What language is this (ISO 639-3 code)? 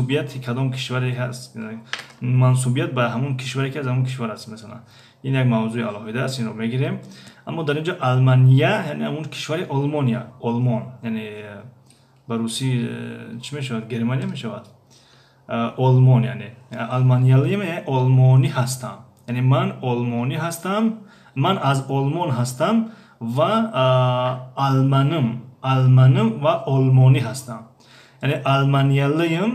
tgk